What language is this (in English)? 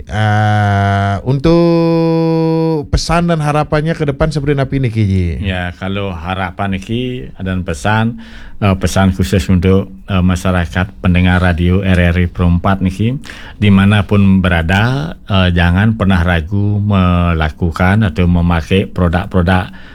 Balinese